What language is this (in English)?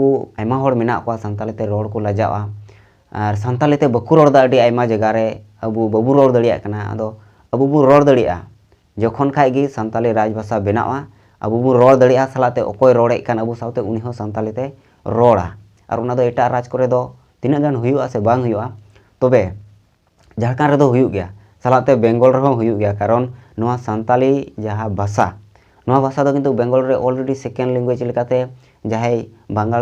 Santali